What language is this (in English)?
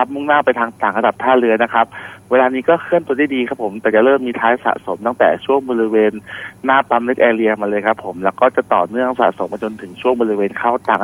Thai